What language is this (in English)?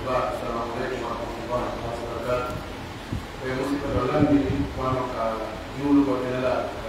Pular